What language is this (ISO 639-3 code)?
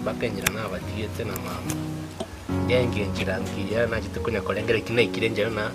guz